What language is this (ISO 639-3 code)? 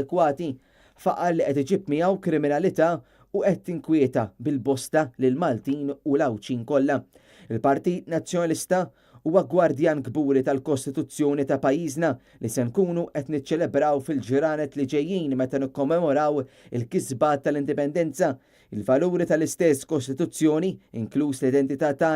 mlt